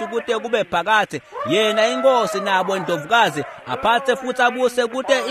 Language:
Swati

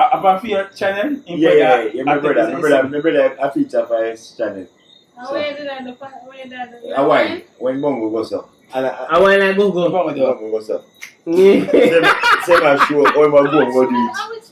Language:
Jamaican Creole English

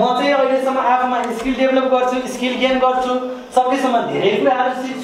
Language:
Nepali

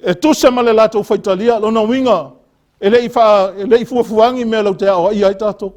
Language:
Samoan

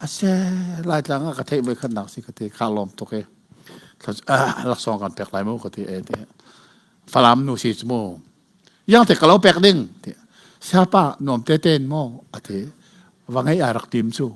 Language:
Hakha Chin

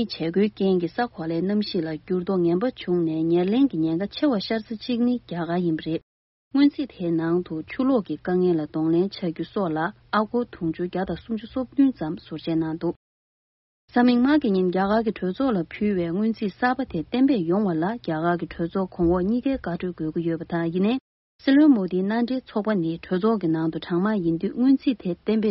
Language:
Tibetan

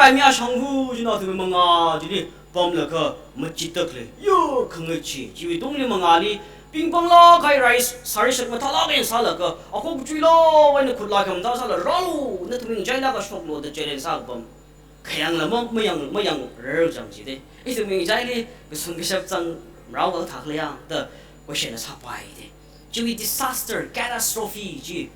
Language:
Tangkhul Naga (India)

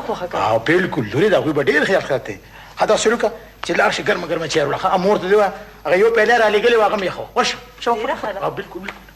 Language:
Pashto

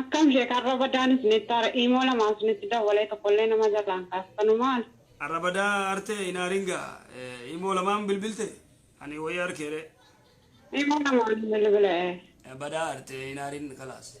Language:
Oromo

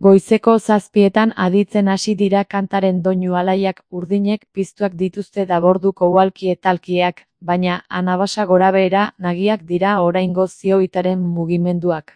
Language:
Basque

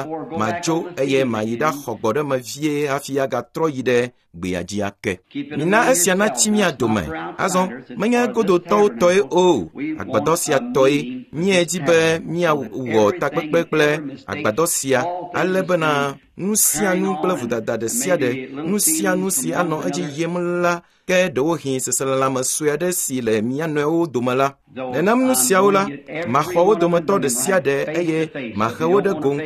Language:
Ewe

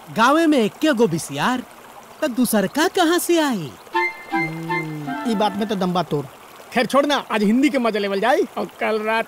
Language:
Bhojpuri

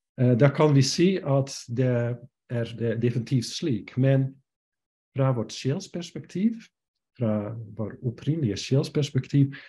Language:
Norwegian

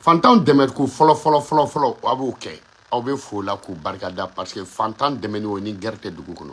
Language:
Bambara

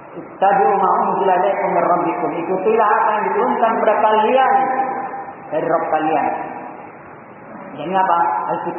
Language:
Indonesian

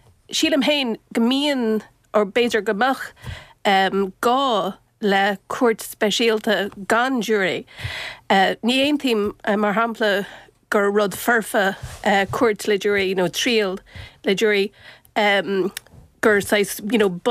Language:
Irish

